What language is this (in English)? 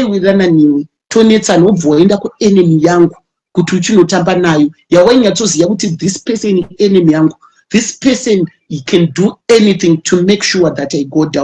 Shona